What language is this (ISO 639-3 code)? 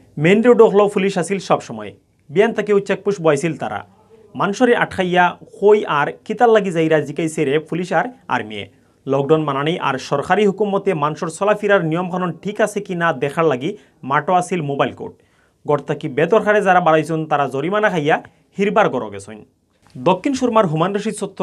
syl